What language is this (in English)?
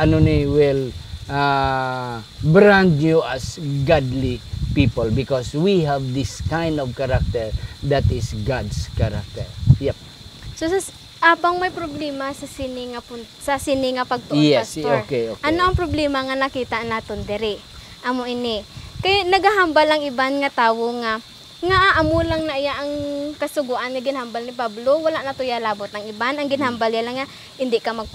Hiligaynon